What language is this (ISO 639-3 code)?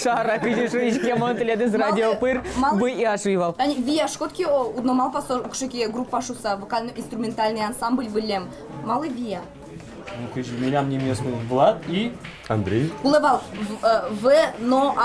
udm